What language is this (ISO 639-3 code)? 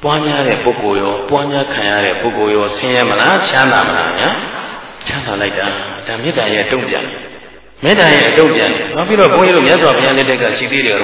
mya